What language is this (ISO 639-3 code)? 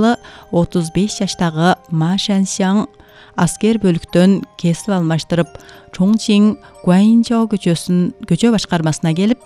kir